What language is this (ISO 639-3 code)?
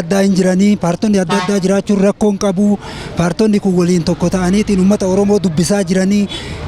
orm